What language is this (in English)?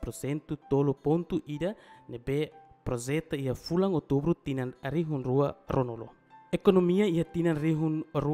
Tetum